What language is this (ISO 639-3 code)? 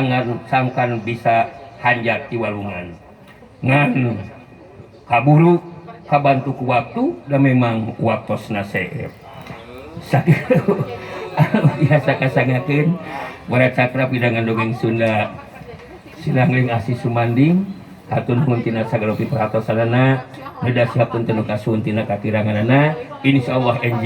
sun